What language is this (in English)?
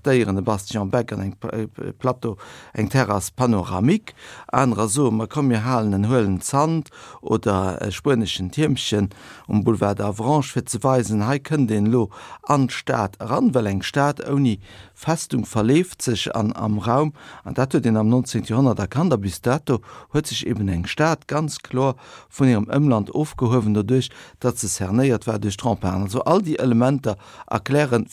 Luxembourgish